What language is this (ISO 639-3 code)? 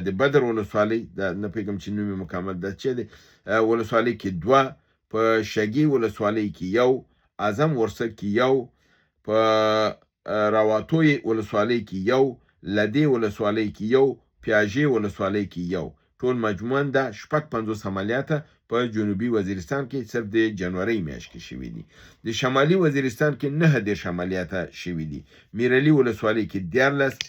pus